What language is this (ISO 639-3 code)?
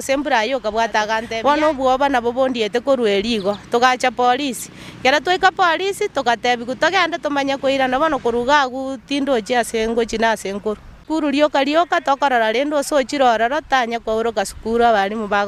guz